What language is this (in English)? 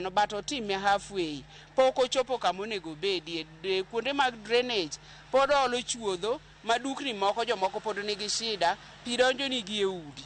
Luo (Kenya and Tanzania)